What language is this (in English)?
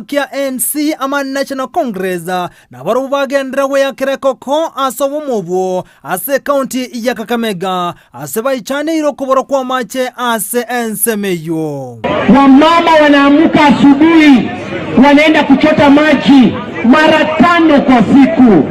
Gusii